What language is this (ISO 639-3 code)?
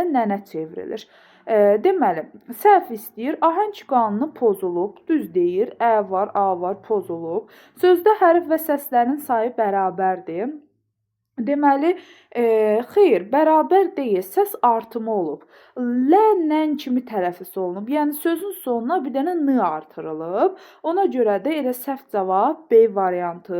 aze